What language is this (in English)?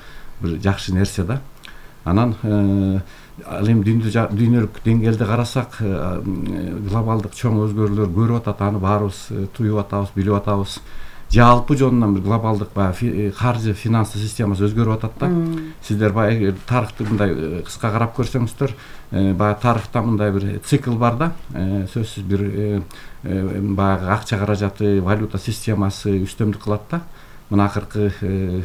Kyrgyz